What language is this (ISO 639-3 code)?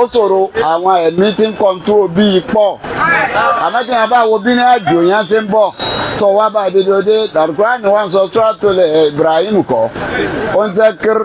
yor